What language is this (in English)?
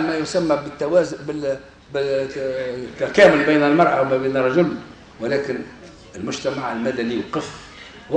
Tunisian Arabic